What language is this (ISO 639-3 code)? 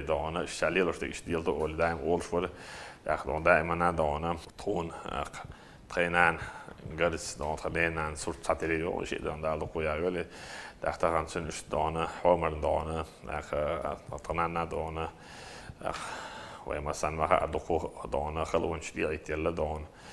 che